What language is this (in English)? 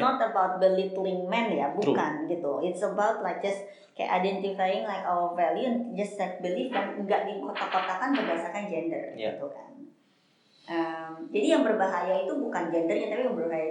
Indonesian